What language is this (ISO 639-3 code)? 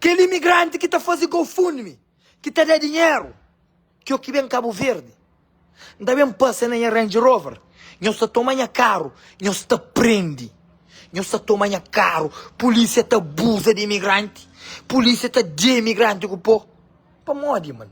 kea